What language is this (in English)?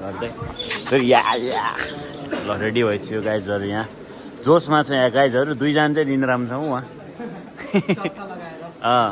Nepali